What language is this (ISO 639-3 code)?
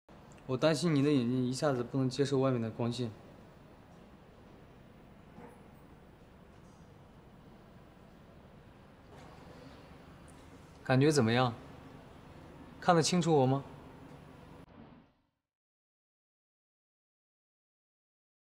zho